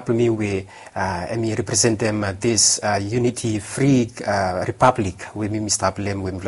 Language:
Bislama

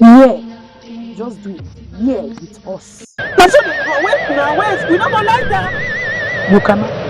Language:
Nigerian Pidgin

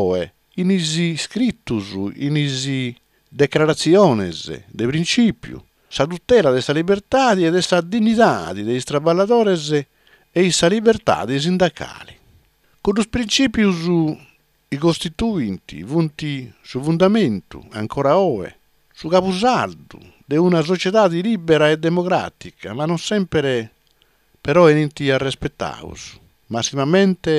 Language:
Sardinian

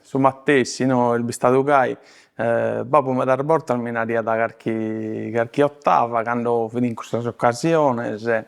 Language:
Sardinian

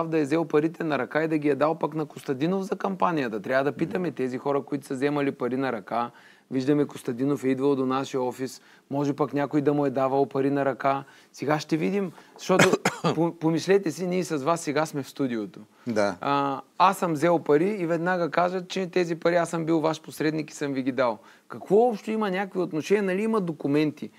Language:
Bulgarian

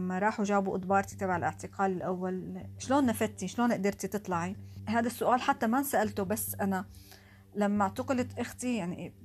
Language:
North Levantine Arabic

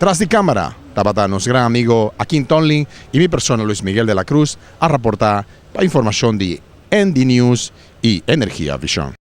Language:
Papiamento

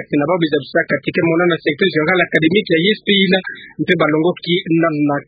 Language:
Kituba (Democratic Republic of Congo)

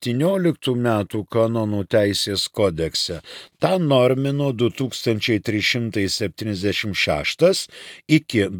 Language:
Lithuanian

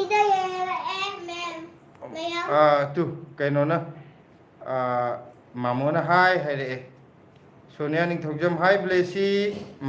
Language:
Manipuri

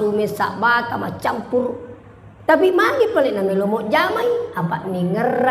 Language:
Buginese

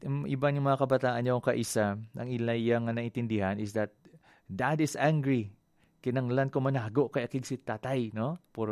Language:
Hiligaynon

